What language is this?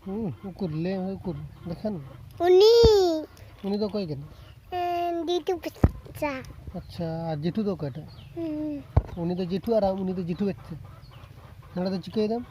Santali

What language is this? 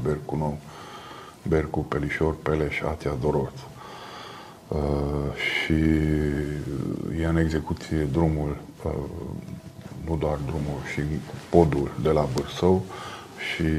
Romanian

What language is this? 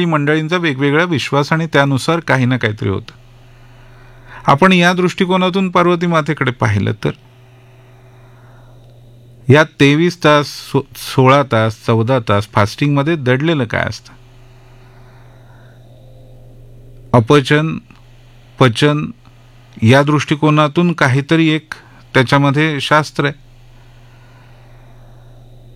Marathi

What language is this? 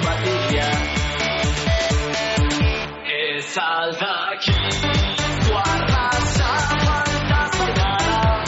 Basque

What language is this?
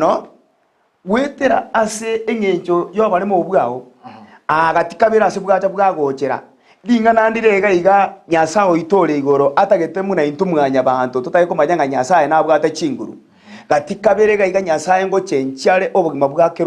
Gusii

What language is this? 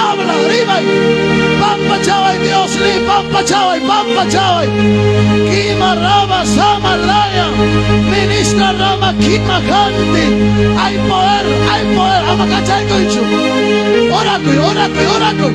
Ayacucho Quechua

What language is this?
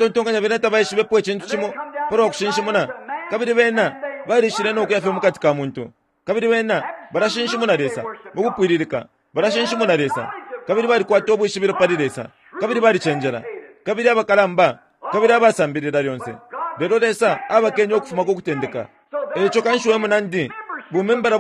Bemba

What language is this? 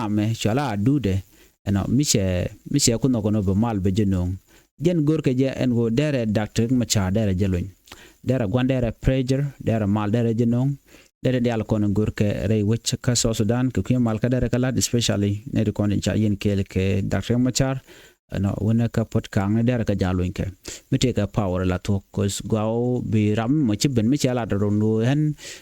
Nuer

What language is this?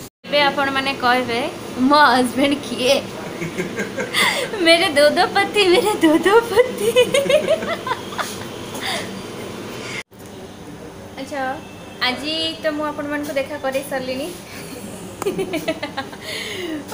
Odia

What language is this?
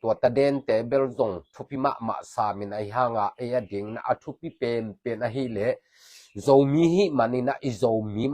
Tedim Chin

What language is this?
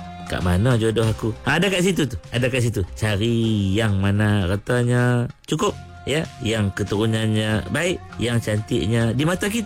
Malay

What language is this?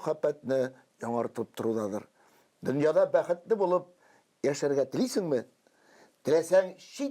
Tatar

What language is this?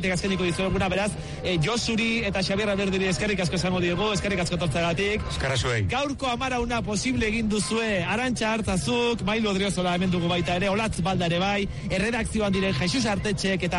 Basque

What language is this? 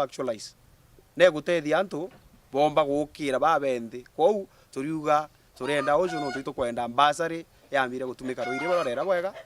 Meru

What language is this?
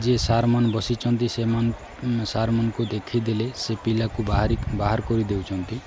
Odia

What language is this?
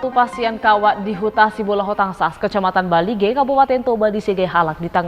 Batak Toba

